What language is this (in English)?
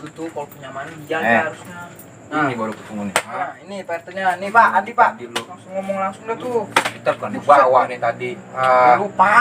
Betawi